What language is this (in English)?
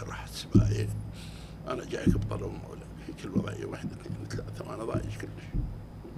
Mesopotamian Arabic